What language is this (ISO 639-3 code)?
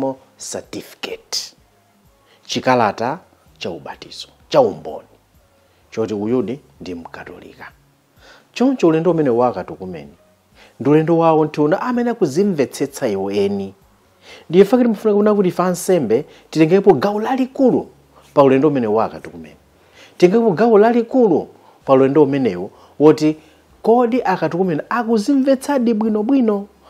nya